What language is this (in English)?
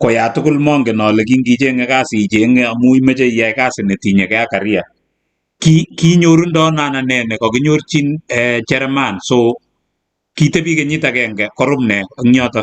Kalenjin